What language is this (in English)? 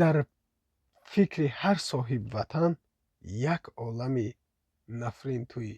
Tajik